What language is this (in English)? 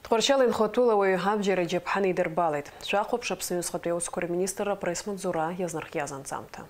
Abkhazian